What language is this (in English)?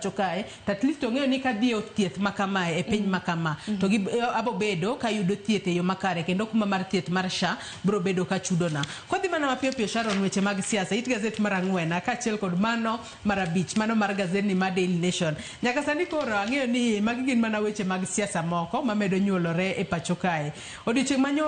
Luo (Kenya and Tanzania)